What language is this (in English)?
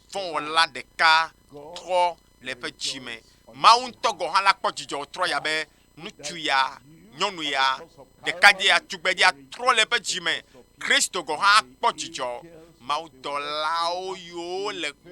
Ewe